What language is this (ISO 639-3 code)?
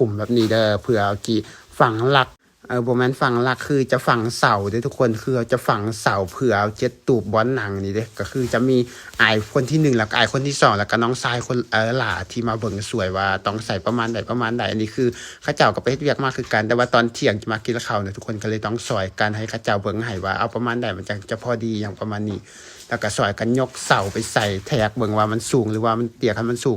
lao